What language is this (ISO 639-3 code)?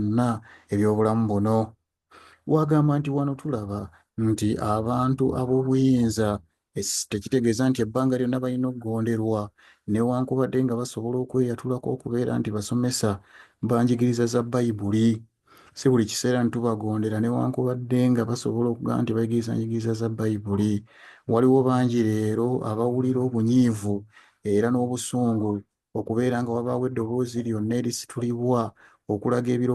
lug